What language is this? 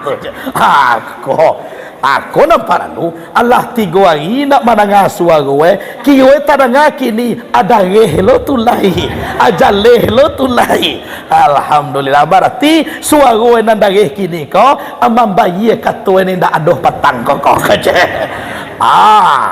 Minangkabau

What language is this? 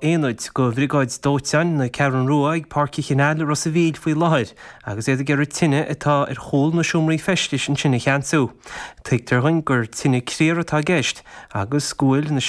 Irish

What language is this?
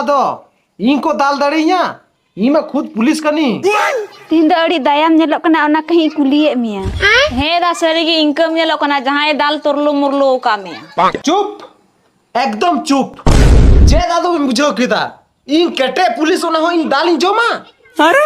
Santali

